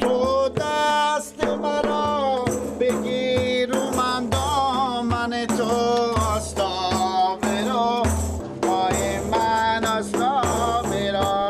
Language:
Persian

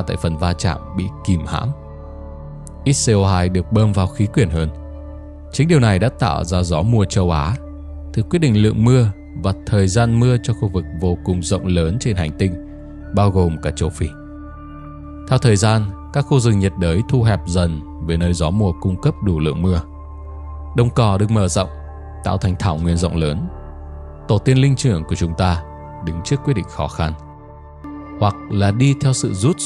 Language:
Vietnamese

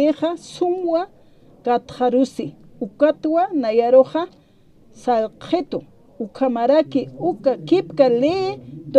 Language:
Aymara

